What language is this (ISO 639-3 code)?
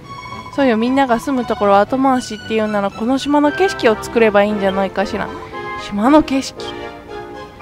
jpn